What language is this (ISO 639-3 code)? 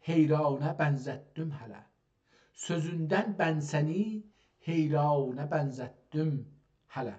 azb